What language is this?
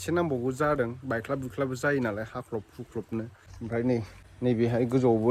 Bodo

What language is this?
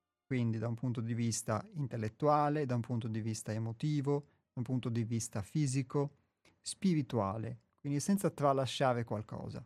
Italian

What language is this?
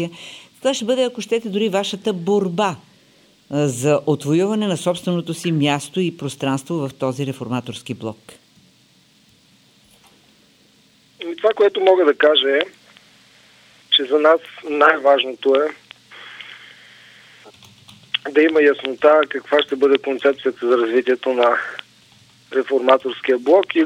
Bulgarian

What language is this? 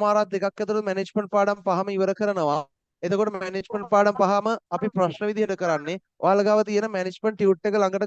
Sinhala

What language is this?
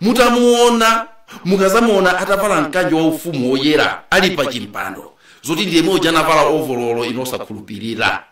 Nyanja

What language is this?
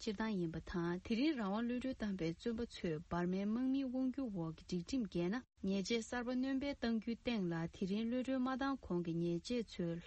Tibetan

